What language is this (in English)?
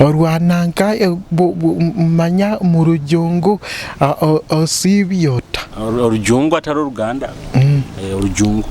Nyoro